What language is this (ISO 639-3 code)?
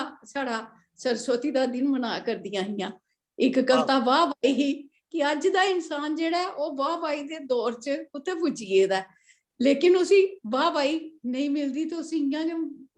doi